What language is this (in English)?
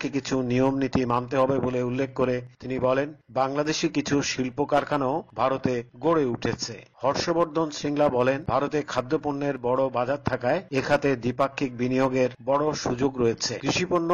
Bangla